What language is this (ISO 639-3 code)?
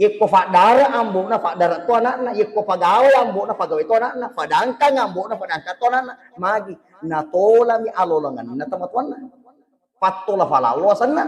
bug